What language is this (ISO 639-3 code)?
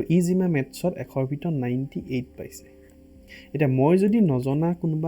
asm